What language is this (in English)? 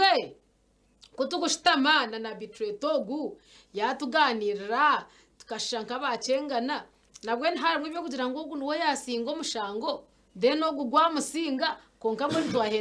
Nyankole